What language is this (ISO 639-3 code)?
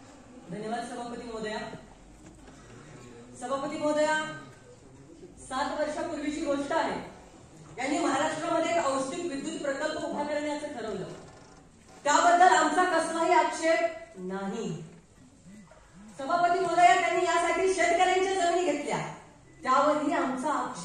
mar